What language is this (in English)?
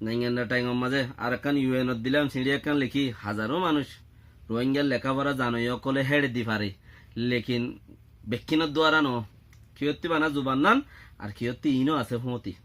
Rohingya